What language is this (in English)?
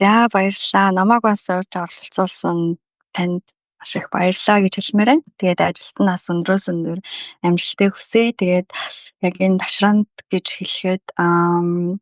Mongolian